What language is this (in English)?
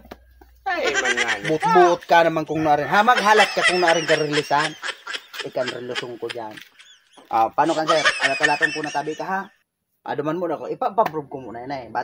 Bikol